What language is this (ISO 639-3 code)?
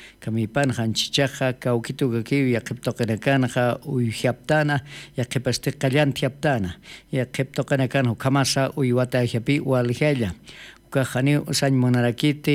aym